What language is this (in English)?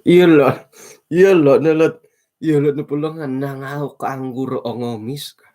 Central Dusun